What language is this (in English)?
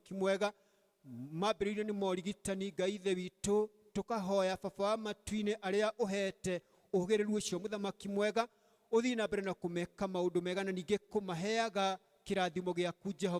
Kikuyu